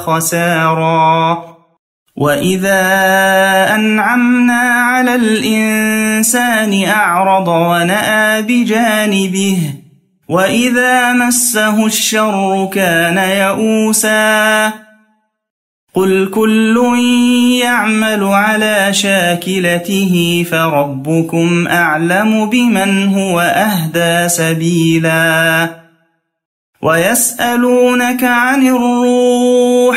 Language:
Arabic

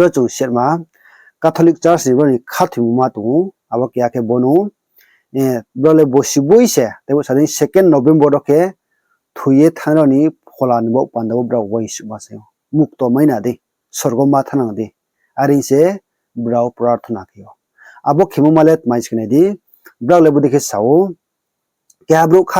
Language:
Riang (India)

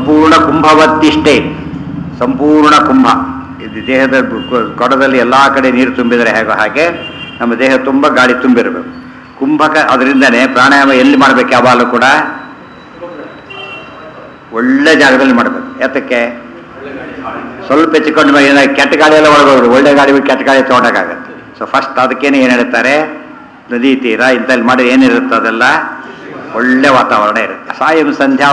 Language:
Kannada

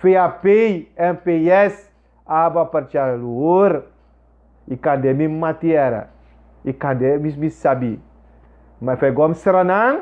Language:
Sranan Tongo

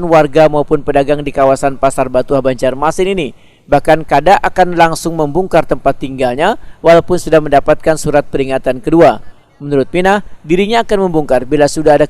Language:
Banjar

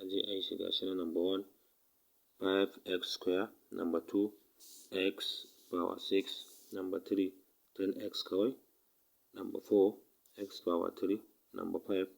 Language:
Hausa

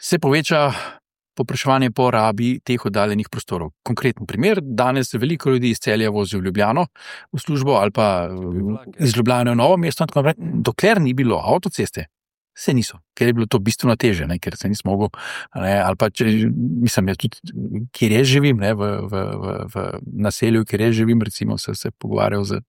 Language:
Slovenian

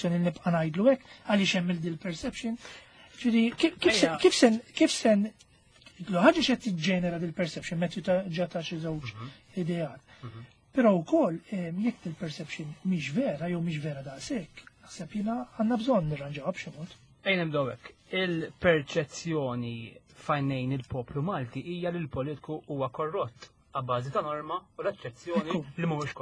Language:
Maltese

